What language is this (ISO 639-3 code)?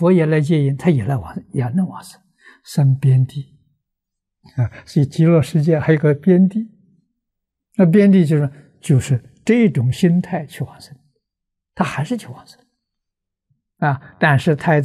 zho